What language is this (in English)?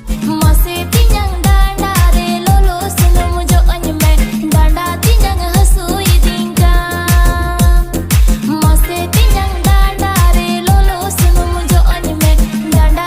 Santali